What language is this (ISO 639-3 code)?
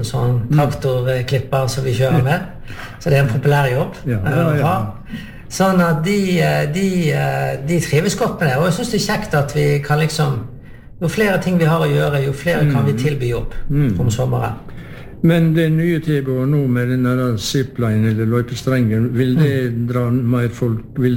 nor